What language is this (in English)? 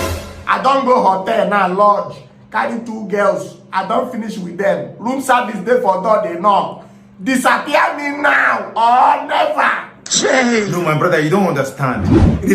Nigerian Pidgin